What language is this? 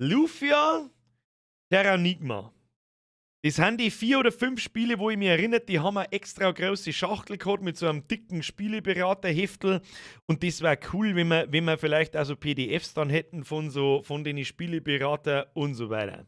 Bavarian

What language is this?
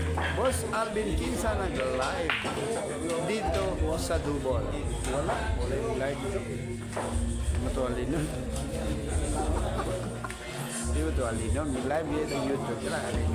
Filipino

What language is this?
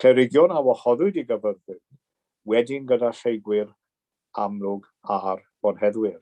Welsh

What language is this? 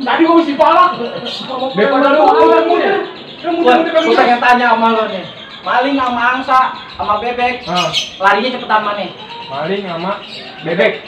Betawi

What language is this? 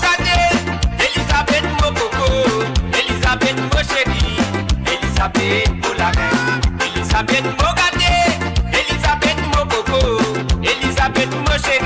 Morisyen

